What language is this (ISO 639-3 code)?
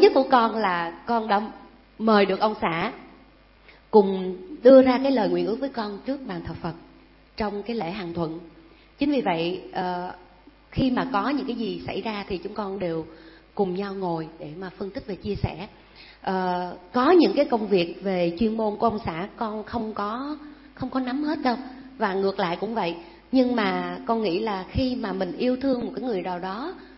vie